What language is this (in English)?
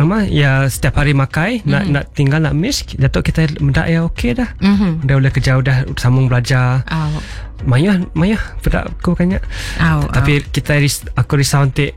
Iban